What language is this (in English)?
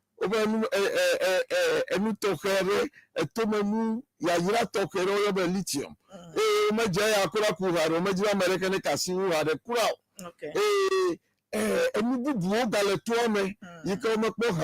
Ewe